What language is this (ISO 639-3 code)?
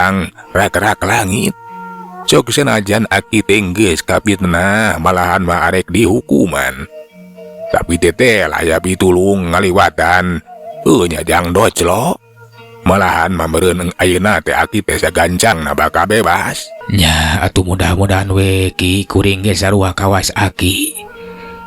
sun